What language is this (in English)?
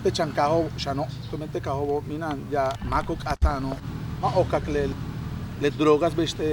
Yucateco